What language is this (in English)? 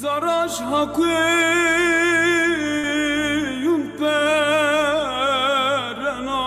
Zaza